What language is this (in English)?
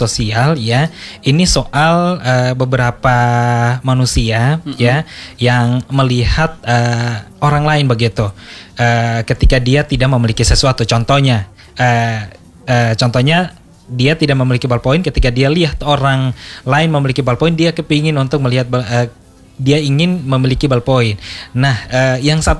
Indonesian